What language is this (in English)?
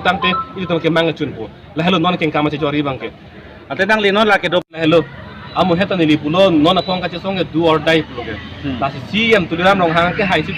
Karbi